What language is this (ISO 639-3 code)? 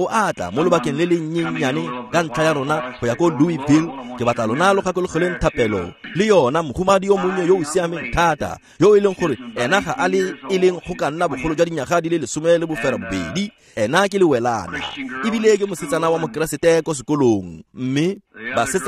tsn